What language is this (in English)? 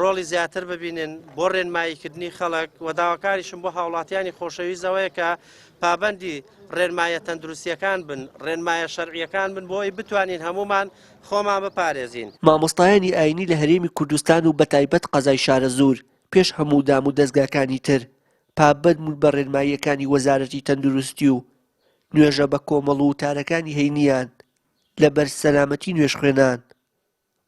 Central Kurdish